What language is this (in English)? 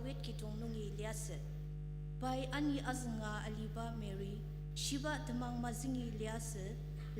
Ao Naga